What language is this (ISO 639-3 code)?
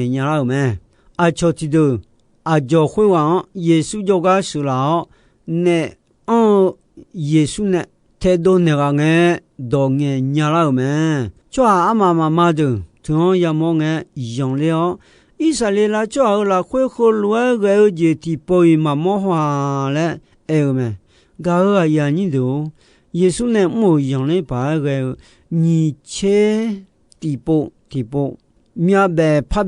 ahk